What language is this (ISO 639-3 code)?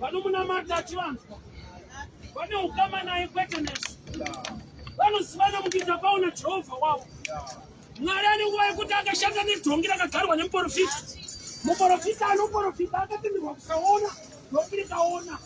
sna